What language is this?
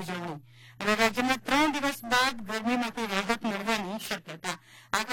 Gujarati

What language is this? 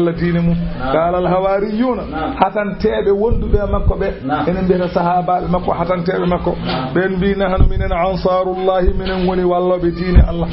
Fula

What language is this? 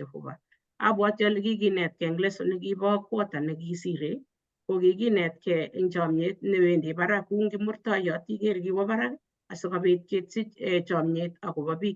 Kalenjin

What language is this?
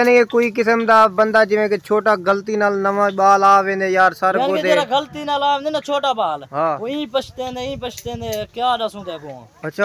Saraiki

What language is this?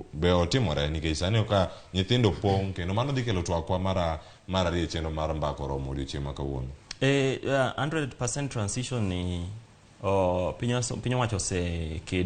Luo (Kenya and Tanzania)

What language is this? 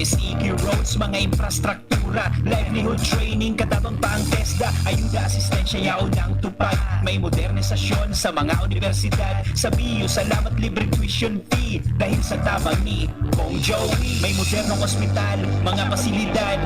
Bikol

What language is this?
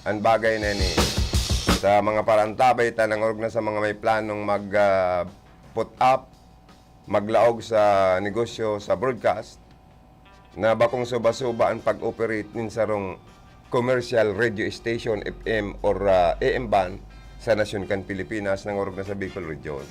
Bikol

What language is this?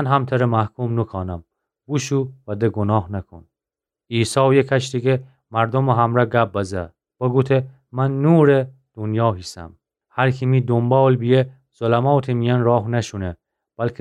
Gilaki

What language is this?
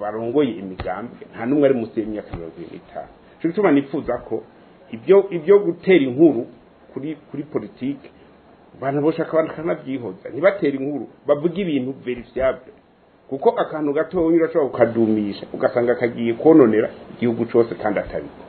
Rundi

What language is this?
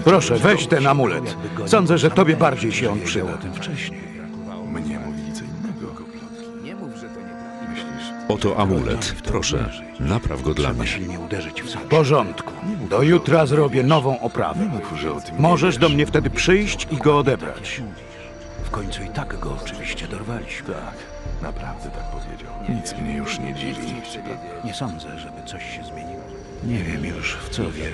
Polish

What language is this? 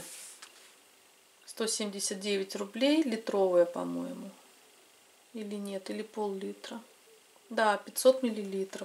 Russian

